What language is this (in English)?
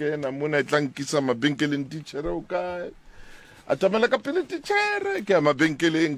Southern Sotho